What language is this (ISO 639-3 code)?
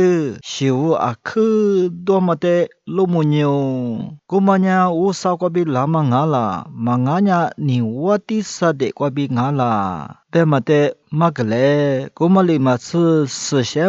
lis